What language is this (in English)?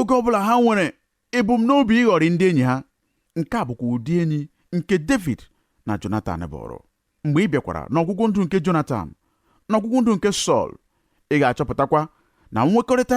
Igbo